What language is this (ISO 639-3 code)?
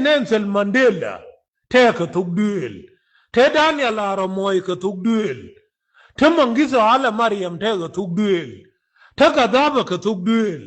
nus